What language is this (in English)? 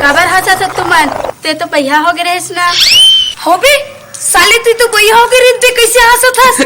Chhattisgarhi